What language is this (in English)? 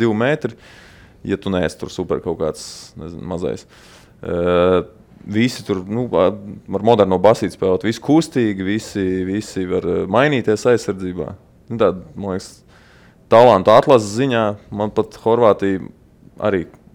Latvian